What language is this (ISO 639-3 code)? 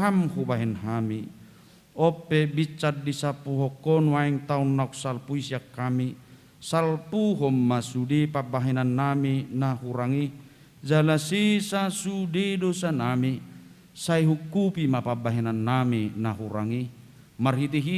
bbc